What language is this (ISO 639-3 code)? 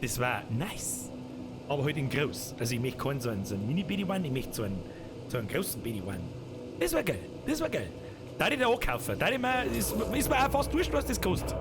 bar